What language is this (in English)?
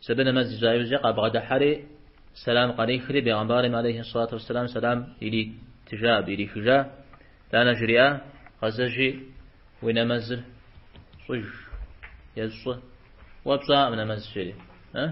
Kabardian